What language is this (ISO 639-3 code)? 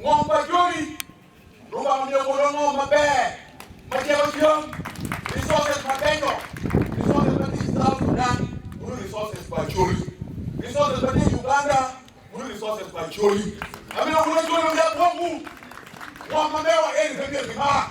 ach